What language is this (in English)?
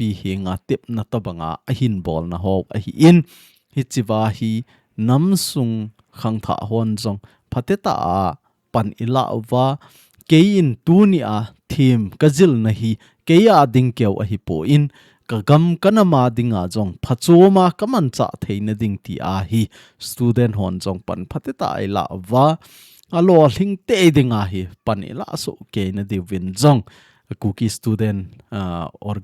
Thado Chin